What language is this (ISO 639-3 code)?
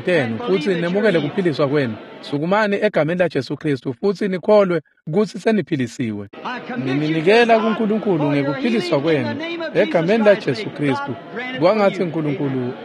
ssw